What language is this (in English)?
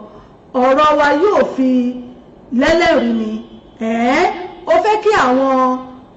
Yoruba